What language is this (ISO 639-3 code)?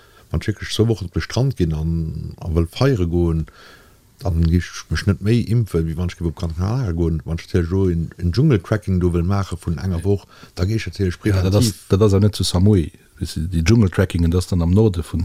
ltz